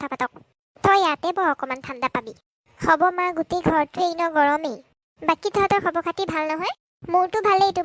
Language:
Assamese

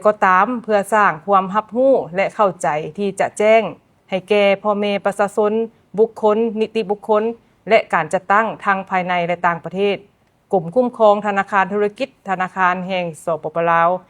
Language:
Lao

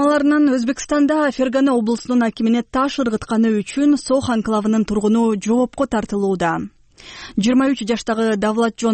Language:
Kyrgyz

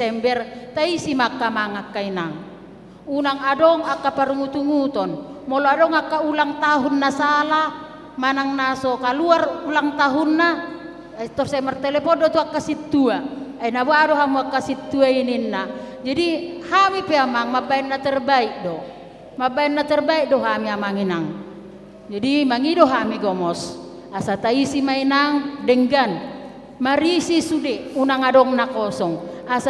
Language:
Batak Toba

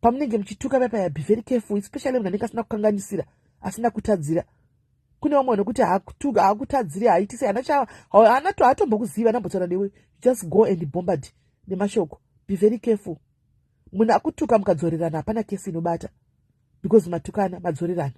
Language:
Shona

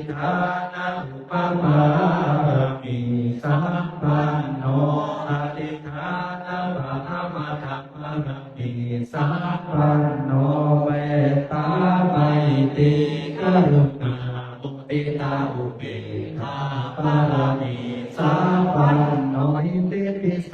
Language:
Pali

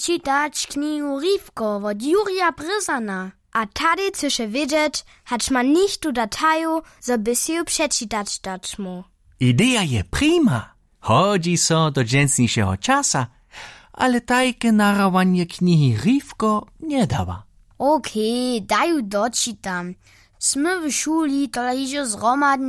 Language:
Upper Sorbian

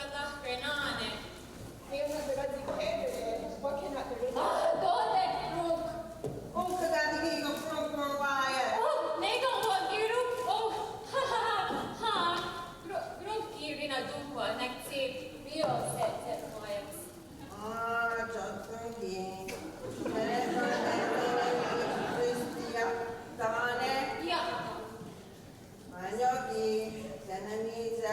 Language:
Mohawk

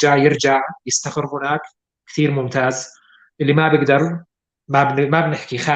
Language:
North Levantine Arabic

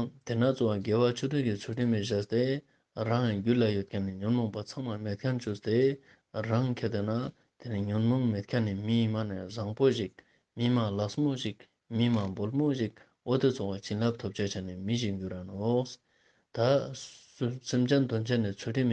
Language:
Ladakhi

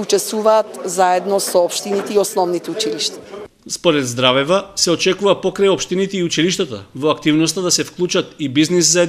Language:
Macedonian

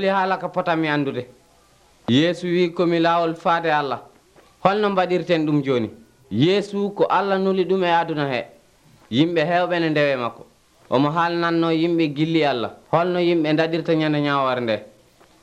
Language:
Nigerian Fulfulde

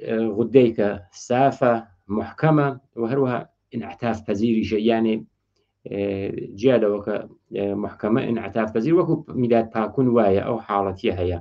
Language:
Central Kurdish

